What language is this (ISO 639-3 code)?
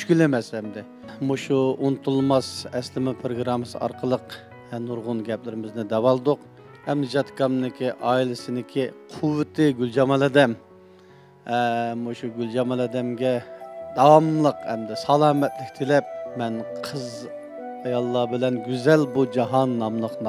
uig